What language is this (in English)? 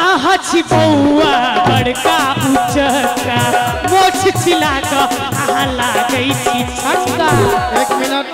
Maithili